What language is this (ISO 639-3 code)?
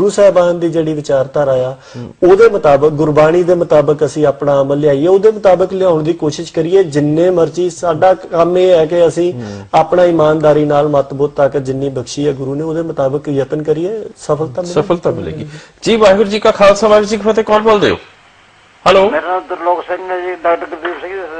pan